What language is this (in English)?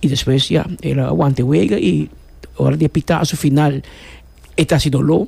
Papiamento